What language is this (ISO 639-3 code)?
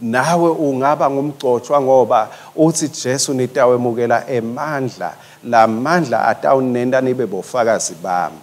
ssw